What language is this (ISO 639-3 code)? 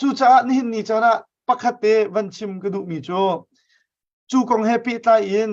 cnh